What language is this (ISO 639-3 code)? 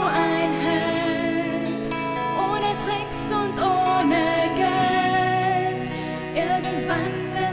lld